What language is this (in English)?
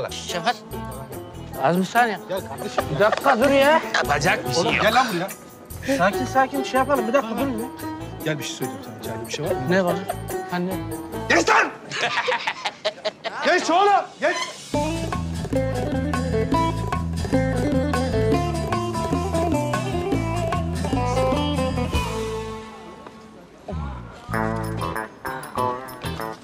Turkish